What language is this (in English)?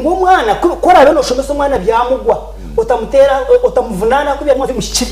Nyankole